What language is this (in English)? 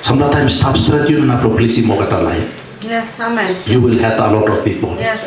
Tok Pisin